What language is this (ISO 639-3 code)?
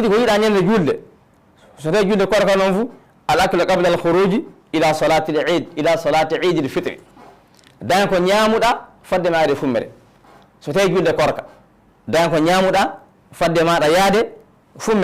ful